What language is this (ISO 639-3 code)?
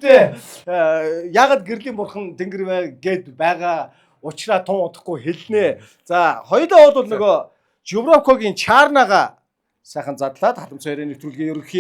mon